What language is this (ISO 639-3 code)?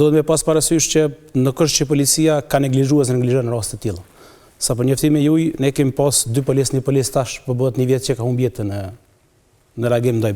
sqi